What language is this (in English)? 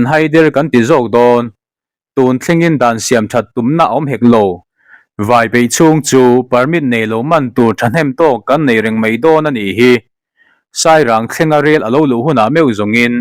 Mizo